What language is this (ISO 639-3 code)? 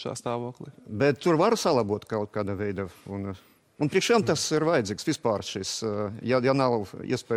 lav